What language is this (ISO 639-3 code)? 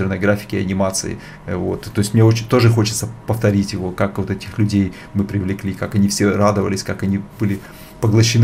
rus